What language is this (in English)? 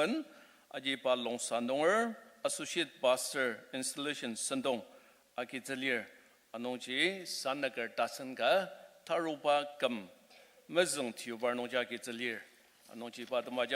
Ao Naga